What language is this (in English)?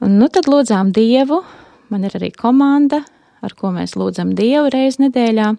Latvian